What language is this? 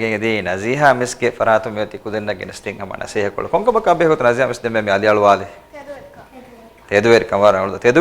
Divehi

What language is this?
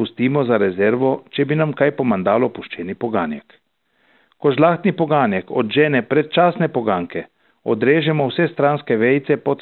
Slovenian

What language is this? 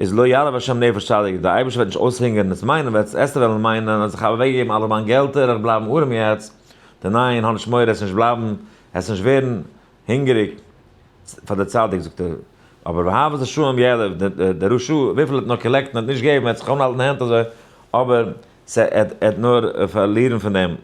Yiddish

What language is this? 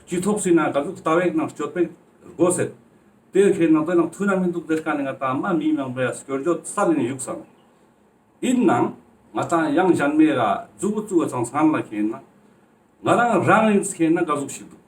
Ladakhi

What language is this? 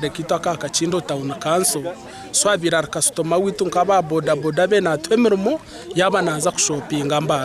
Nyankole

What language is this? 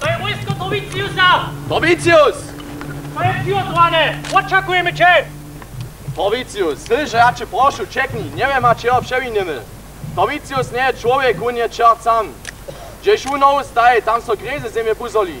Upper Sorbian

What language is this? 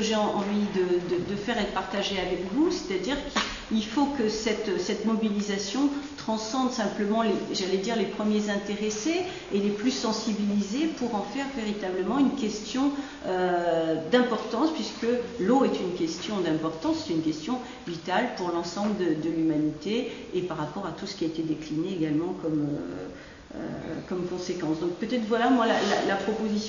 French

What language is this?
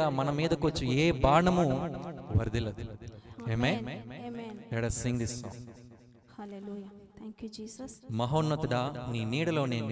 Telugu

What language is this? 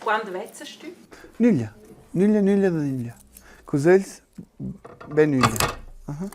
Romansh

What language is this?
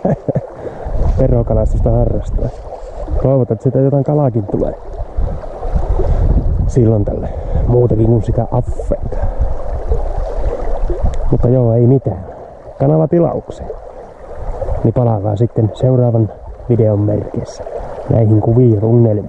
Finnish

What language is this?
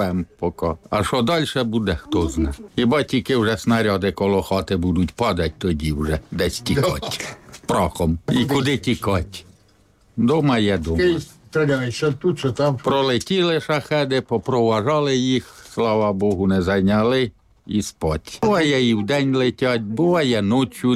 Ukrainian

